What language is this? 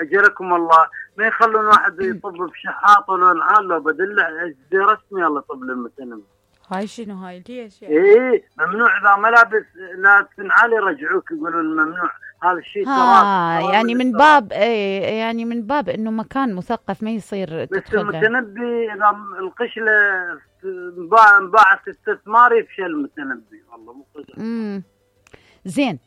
Mesopotamian Arabic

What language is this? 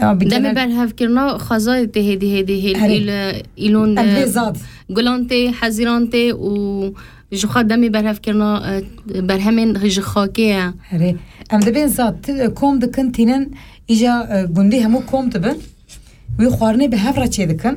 Kurdish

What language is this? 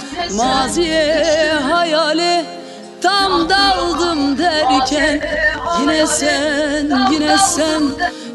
Zaza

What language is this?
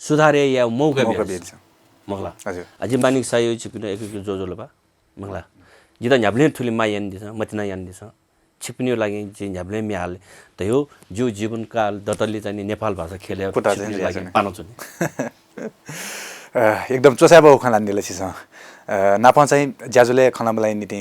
Newari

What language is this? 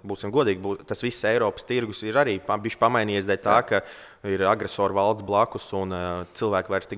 Latvian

